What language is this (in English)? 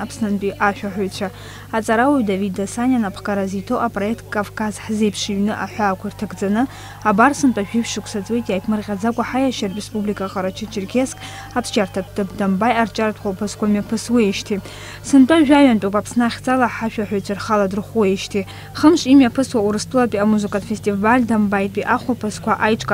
Abkhazian